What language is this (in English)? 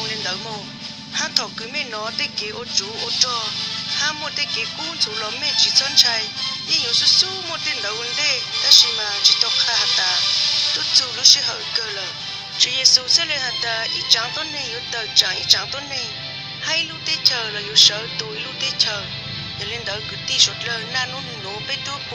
Hmong